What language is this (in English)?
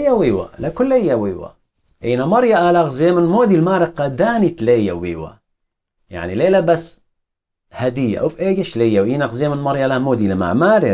Assyrian Neo-Aramaic